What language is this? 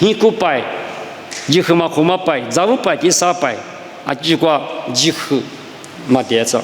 Lisu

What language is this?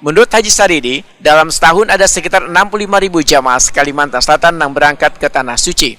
Banjar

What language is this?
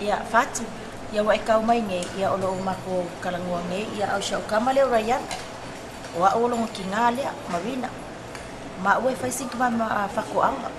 Samoan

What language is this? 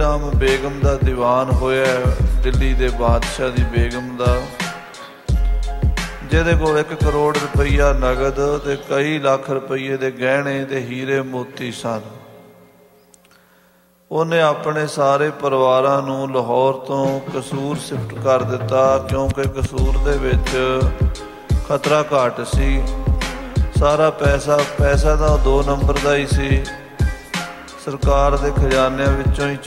Punjabi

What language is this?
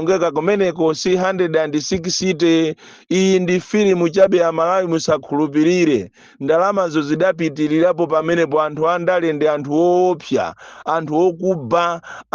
Nyanja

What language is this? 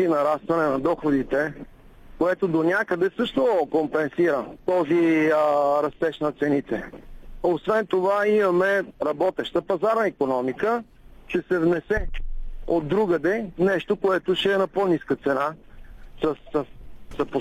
Bulgarian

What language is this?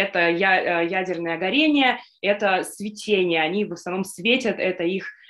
Russian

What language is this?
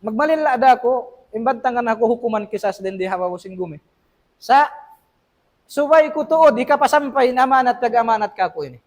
Tausug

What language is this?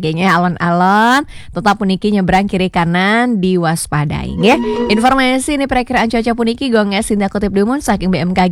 Balinese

